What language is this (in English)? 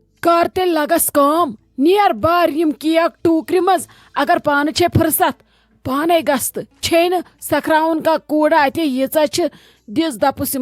Kashmiri